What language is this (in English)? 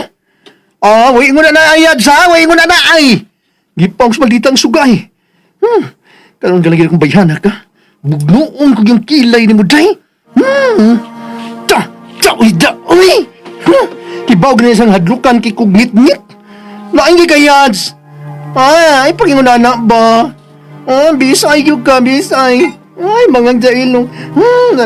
Cebuano